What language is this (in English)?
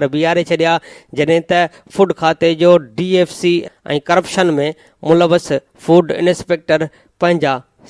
Sindhi